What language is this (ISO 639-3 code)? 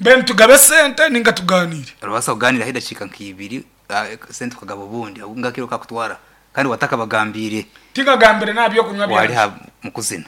nyn